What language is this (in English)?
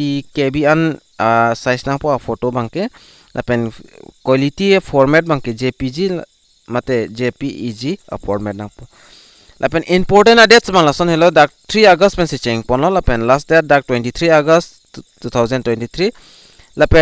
Karbi